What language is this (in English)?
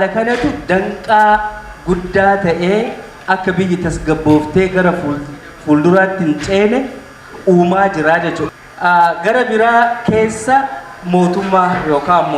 Oromo